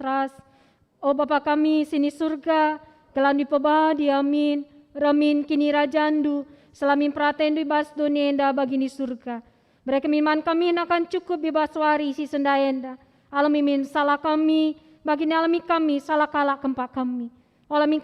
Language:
Batak Karo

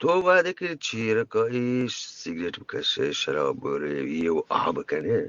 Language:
Eastern Balochi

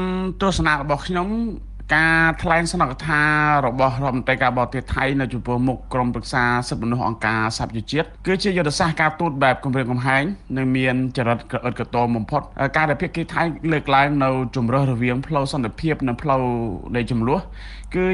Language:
Khmer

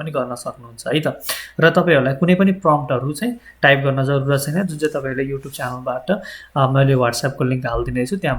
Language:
Nepali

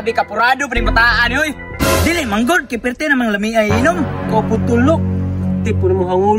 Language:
Cebuano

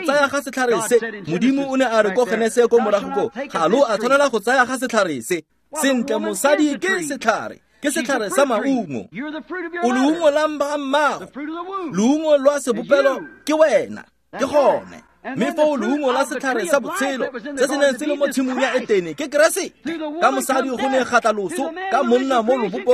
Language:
Tswana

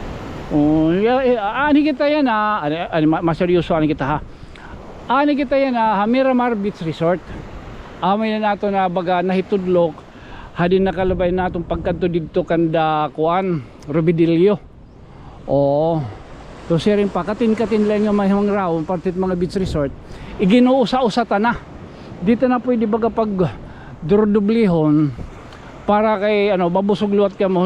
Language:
Waray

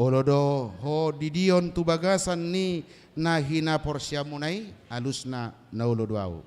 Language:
Batak Toba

